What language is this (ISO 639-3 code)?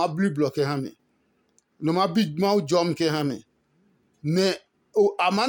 ada